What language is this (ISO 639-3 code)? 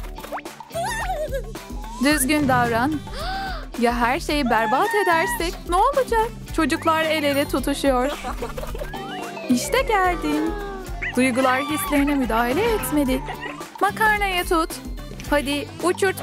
tur